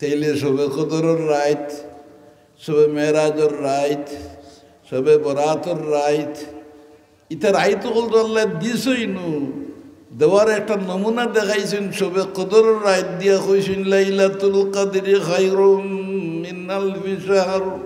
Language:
Sylheti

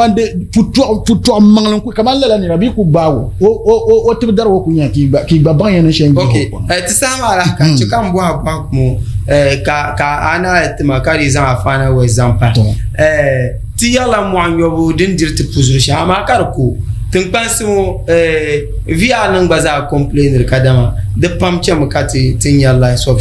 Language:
Dagbani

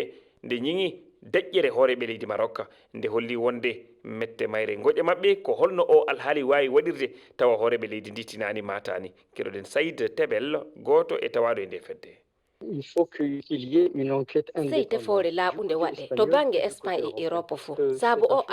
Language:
Fula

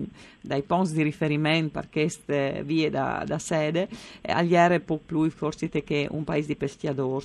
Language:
Friulian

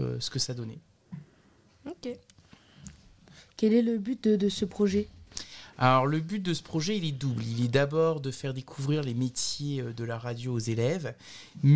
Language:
French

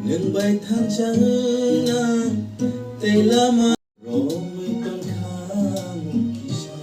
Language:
Kok Borok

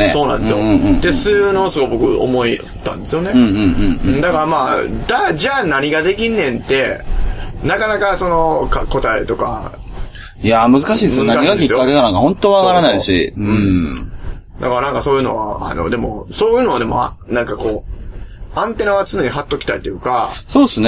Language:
Japanese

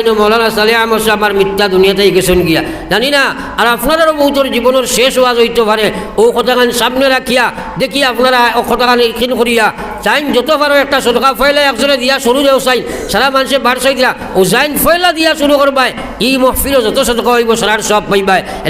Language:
Sylheti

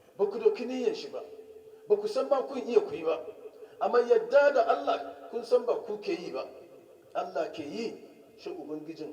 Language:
Hausa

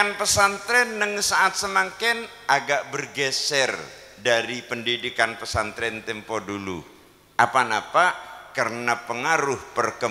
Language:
Madurese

